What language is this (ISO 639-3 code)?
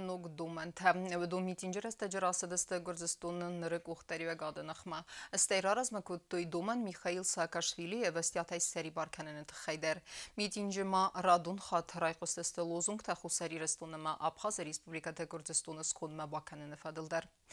oss